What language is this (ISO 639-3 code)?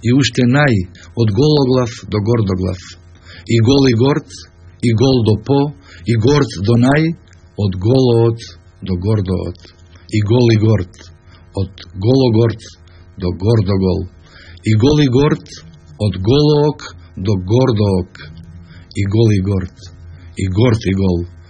mkd